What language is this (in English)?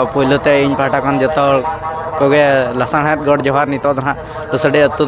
Santali